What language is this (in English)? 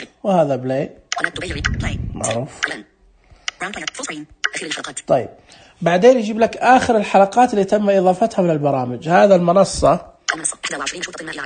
Najdi Arabic